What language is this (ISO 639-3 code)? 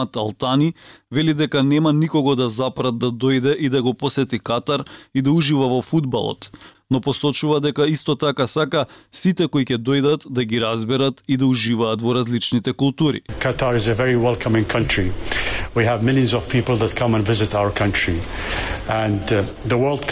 mkd